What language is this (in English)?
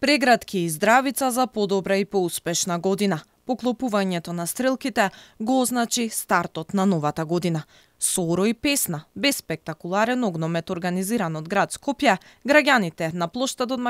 Macedonian